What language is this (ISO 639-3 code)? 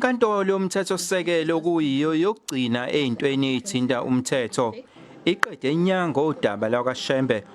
zul